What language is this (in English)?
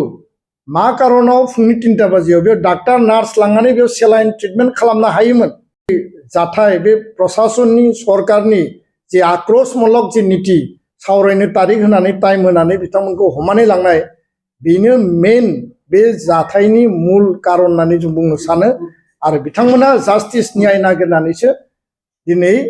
Bodo